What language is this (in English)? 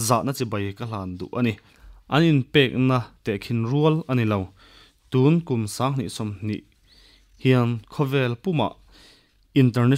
Mizo